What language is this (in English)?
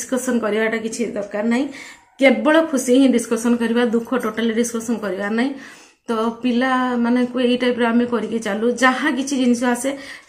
Odia